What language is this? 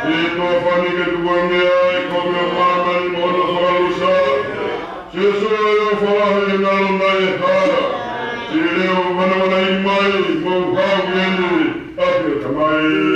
Tongan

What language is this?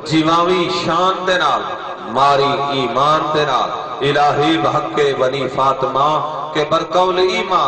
Saraiki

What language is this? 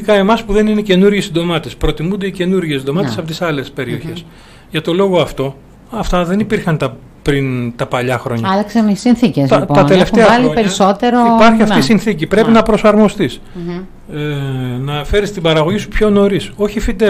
Greek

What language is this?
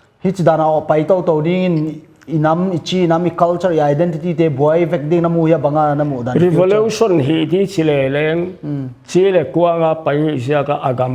Paite Chin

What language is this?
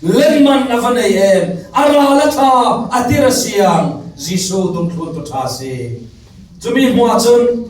Falam Chin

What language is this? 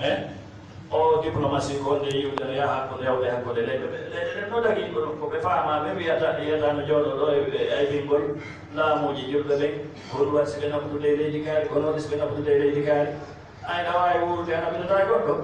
Fula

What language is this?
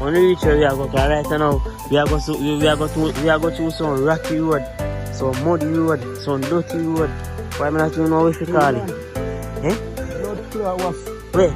Jamaican Creole English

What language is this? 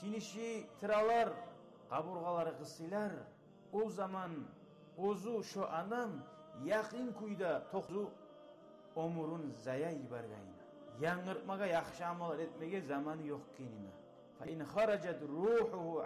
Kumyk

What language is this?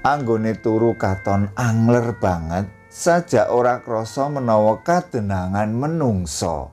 Javanese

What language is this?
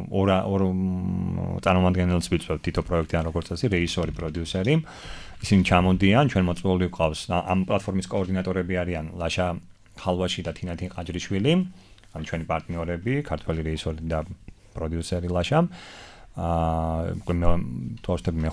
Georgian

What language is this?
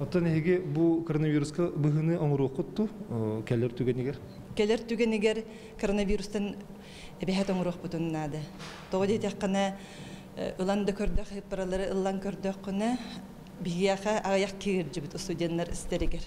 Yakut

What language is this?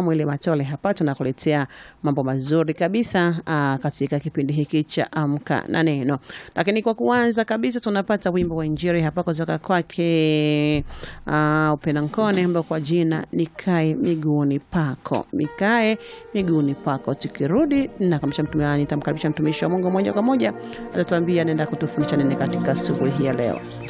Swahili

